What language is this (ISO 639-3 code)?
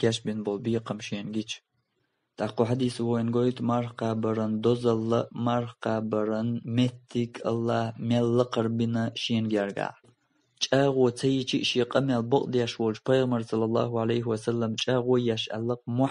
che